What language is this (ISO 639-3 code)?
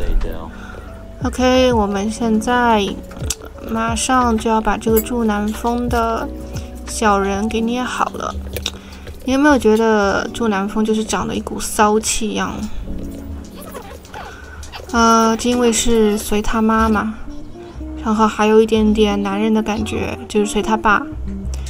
zho